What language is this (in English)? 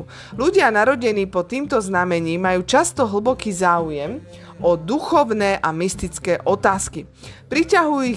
Slovak